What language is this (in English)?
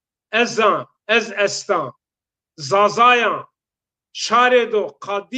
Zaza